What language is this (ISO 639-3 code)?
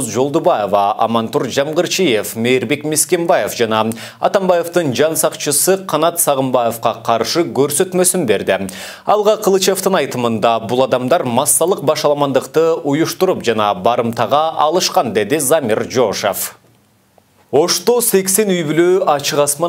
kir